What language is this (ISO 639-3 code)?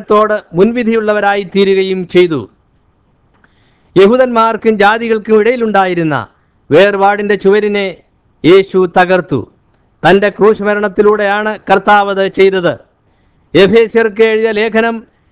mal